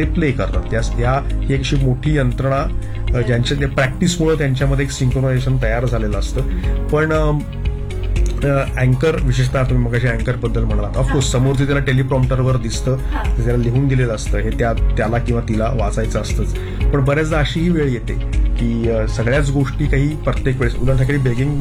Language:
Marathi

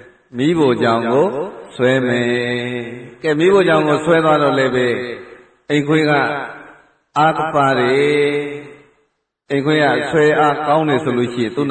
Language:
Burmese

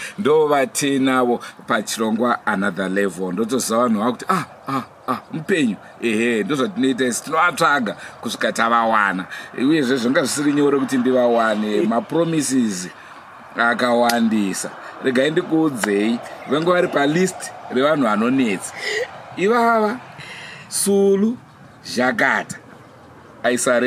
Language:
Shona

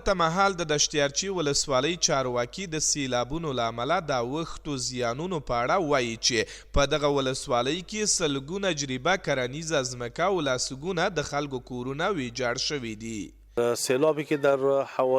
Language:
Pashto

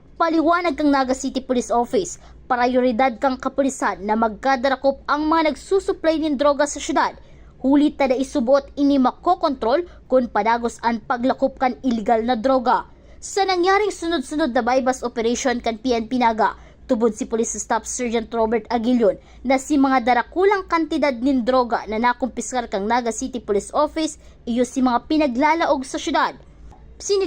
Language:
Bikol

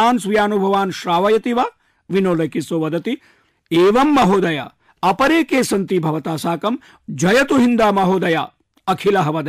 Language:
Sanskrit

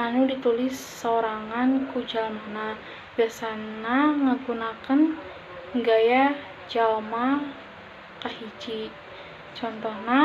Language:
Sundanese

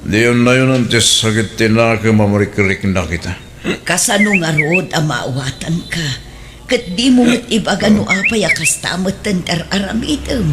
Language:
Iloko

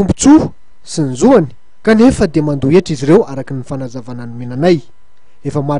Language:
Malagasy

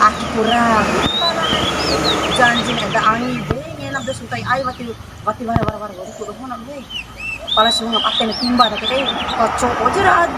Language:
Bima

